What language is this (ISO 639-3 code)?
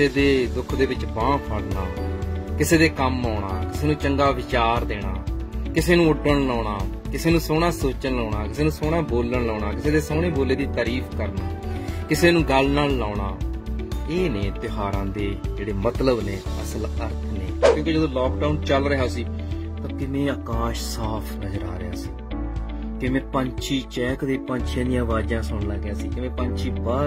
pan